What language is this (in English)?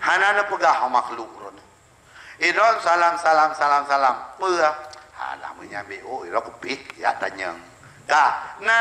Achinese